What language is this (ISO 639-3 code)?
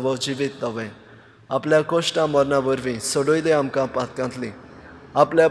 kok